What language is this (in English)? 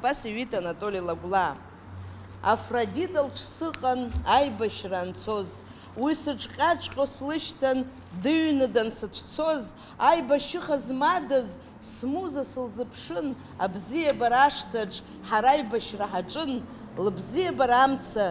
Abkhazian